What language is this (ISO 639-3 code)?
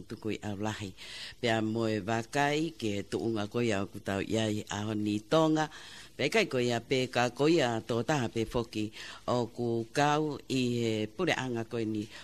ton